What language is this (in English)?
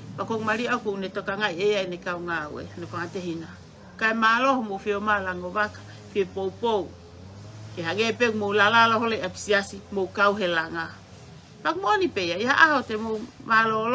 Tongan